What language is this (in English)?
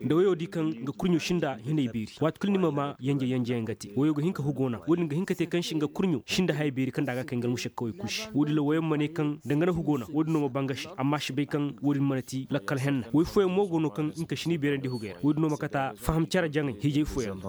Koyraboro Senni